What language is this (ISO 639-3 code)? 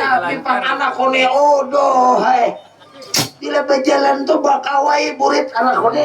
bjn